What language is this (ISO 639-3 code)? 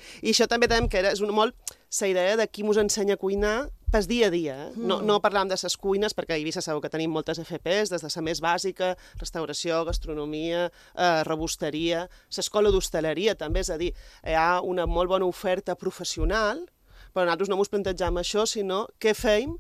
cat